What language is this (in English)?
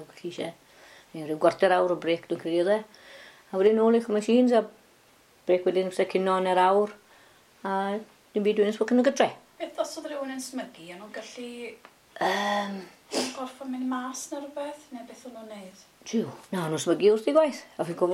Welsh